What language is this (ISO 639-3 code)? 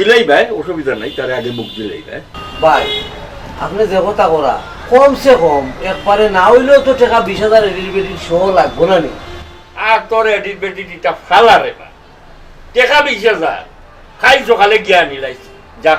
syl